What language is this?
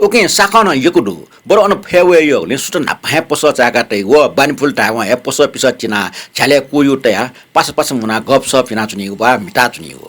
Newari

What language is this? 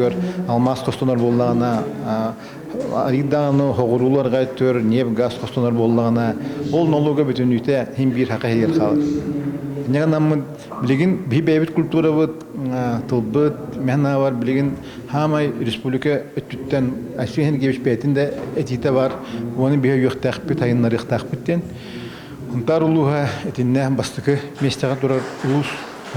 Yakut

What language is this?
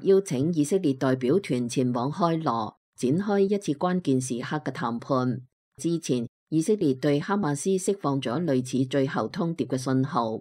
Cantonese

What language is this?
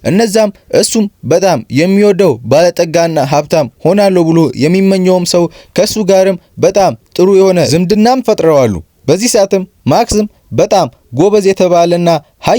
Amharic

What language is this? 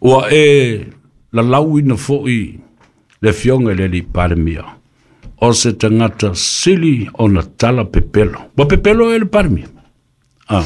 Samoan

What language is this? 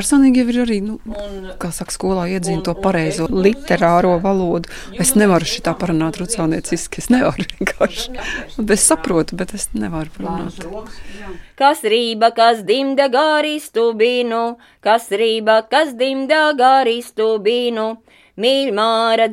Latvian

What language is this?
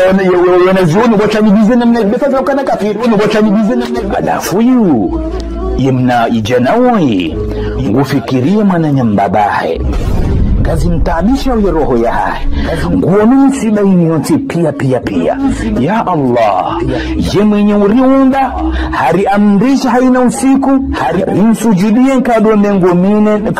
Ngazidja Comorian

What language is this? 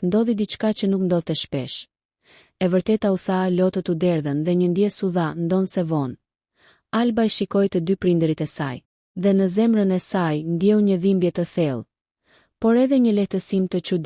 Albanian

